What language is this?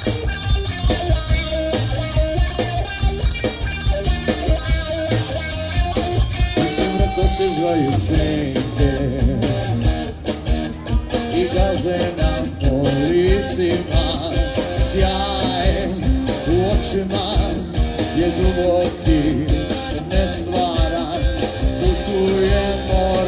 Serbian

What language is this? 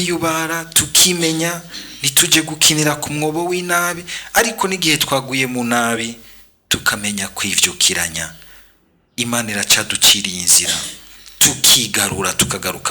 Rundi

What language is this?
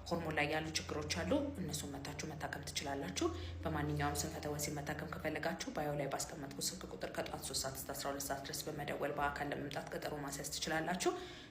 Amharic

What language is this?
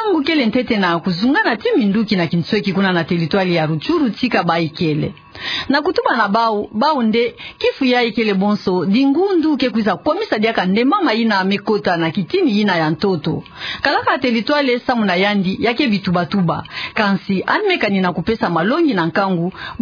Kituba (Democratic Republic of Congo)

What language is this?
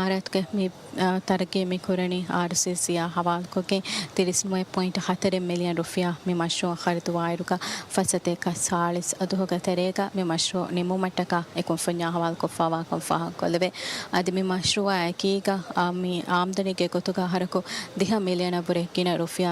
Divehi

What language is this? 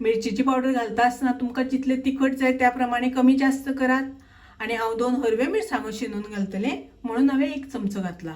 Konkani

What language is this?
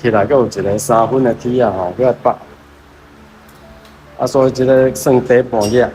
Min Nan Chinese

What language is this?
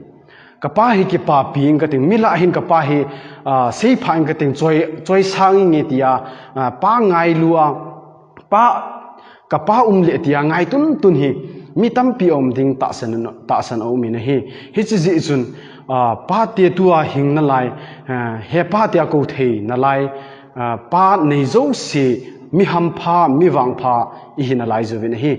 Thado Chin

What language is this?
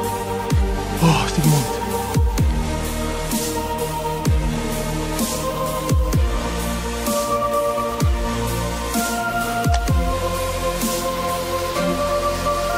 Catalan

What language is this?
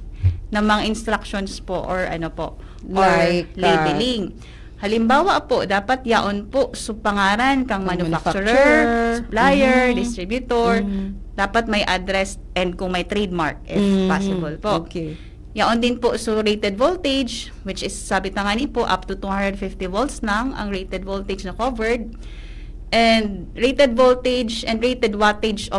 Bikol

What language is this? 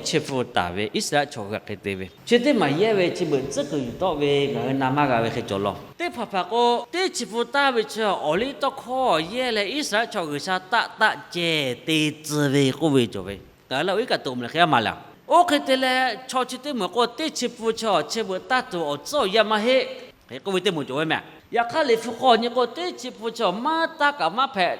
Lahu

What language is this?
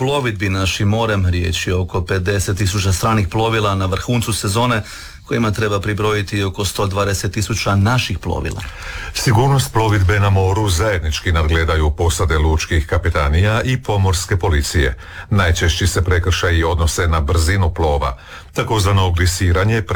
Croatian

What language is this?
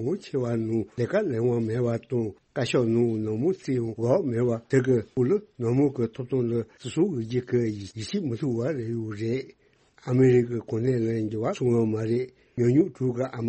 Tibetan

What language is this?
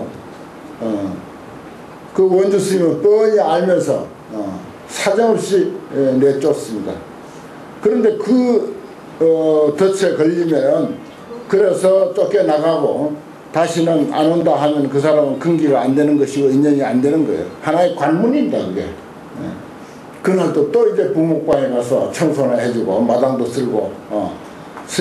Korean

